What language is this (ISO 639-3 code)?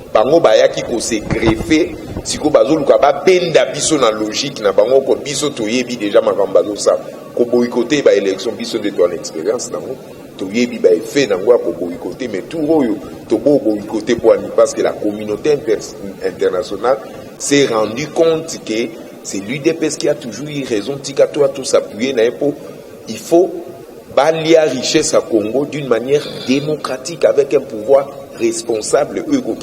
lin